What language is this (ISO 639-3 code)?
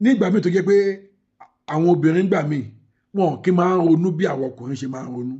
yor